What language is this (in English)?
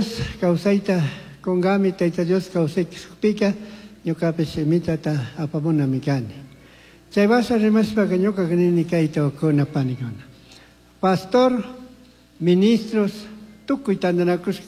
Chimborazo Highland Quichua